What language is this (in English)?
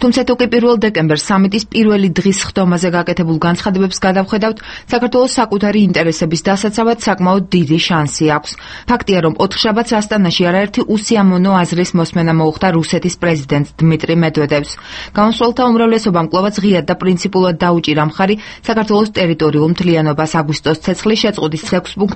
Georgian